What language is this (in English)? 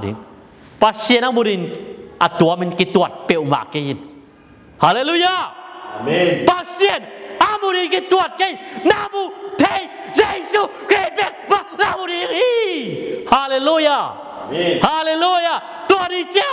Tedim Chin